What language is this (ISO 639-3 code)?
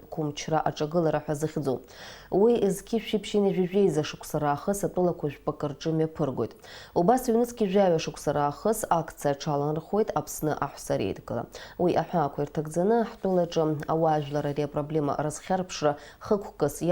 abk